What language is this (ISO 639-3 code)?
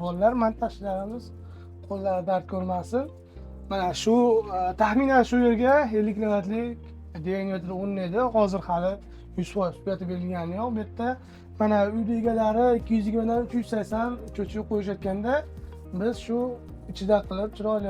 uzb